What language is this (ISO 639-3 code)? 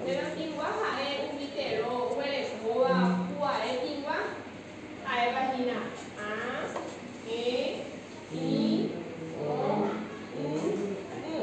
grn